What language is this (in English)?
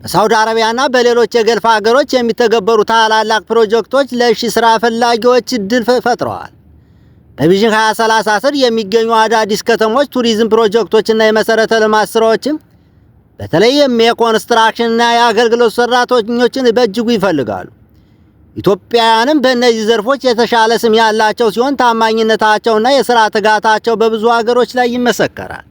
Amharic